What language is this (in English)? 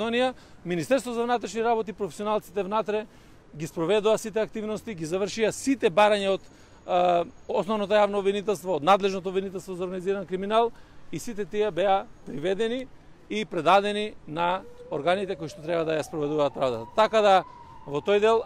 Macedonian